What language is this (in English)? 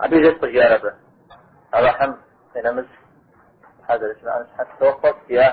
Kabardian